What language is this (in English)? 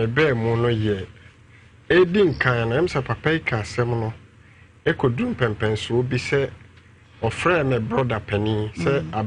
Akan